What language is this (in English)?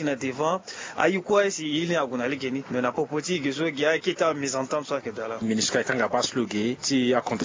Sango